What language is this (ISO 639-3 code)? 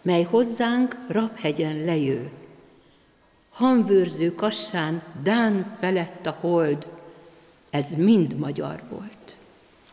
hun